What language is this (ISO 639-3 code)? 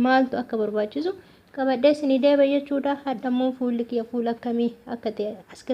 orm